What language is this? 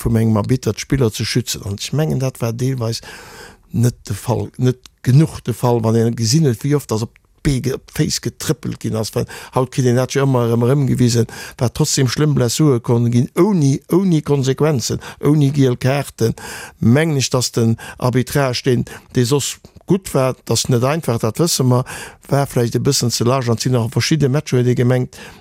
Luxembourgish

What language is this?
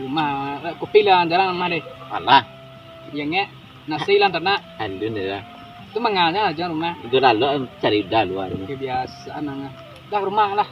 Minangkabau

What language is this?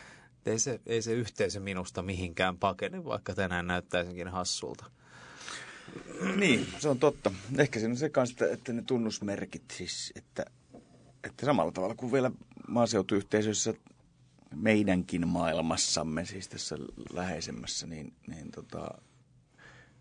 Finnish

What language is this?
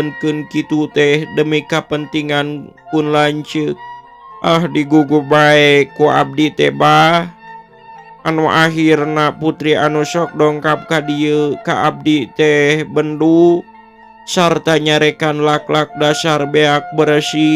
Sundanese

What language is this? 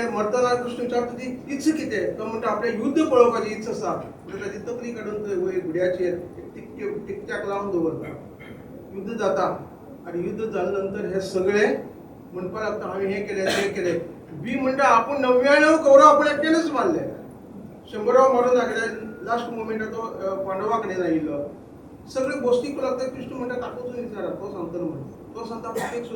Konkani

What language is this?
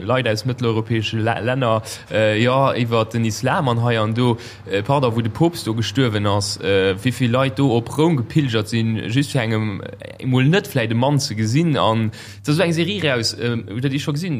Luxembourgish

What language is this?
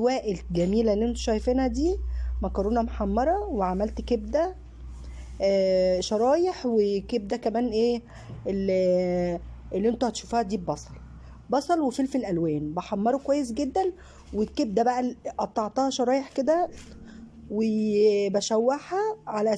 Egyptian Arabic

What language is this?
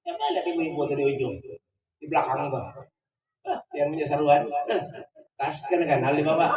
Banjar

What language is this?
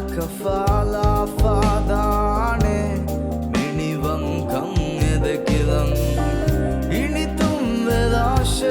Divehi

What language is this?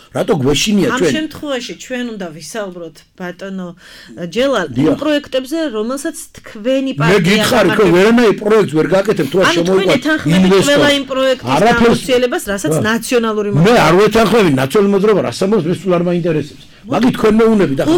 Georgian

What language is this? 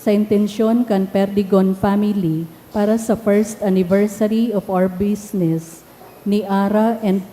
Bikol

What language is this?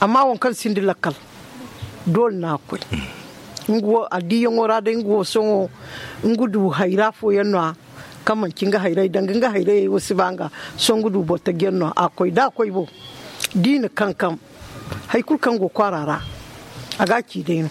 Zarma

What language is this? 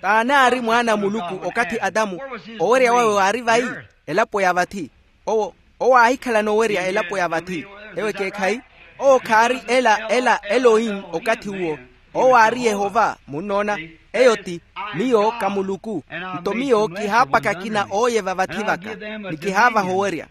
Makhuwa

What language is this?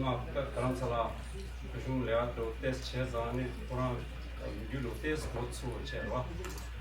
Tibetan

